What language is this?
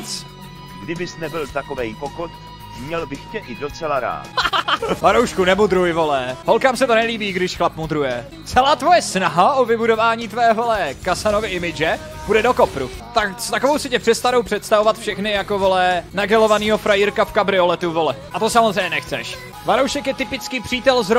Czech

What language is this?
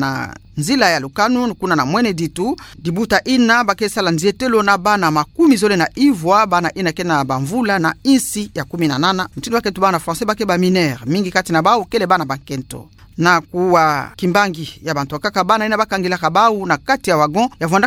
Kituba (Democratic Republic of Congo)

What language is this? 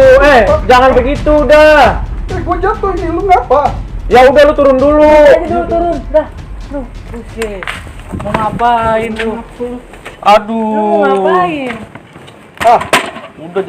Betawi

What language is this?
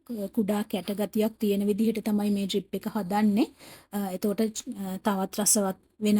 Sinhala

